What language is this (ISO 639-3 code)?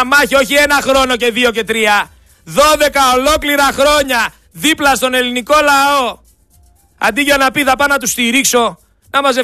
ell